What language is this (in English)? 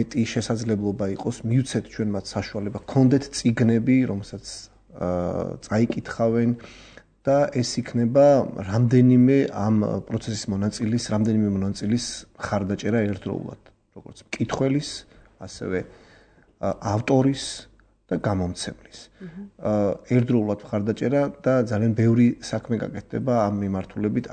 Georgian